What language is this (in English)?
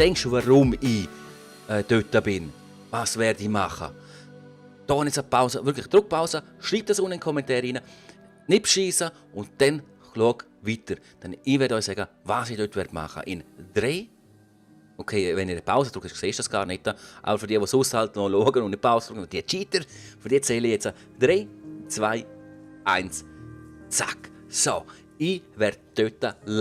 Swiss German